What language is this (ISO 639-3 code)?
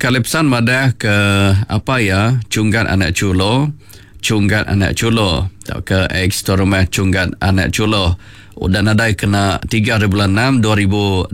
iba